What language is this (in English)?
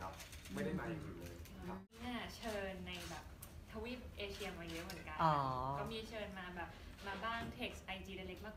Thai